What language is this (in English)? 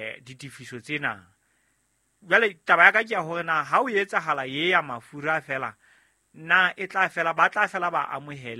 Southern Sotho